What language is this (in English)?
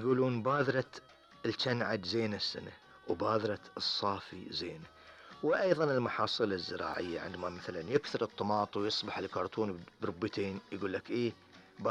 Gulf Arabic